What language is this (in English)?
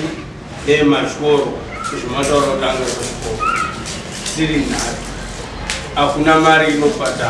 Shona